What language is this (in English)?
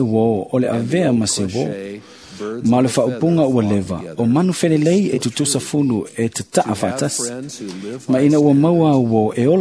Samoan